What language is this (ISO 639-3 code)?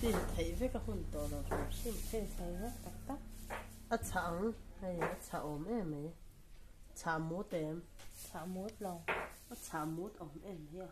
lus